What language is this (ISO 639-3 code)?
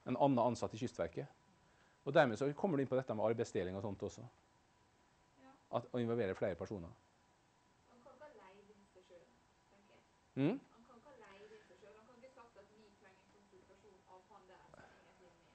nor